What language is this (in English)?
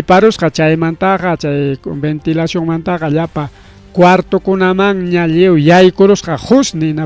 Ayacucho Quechua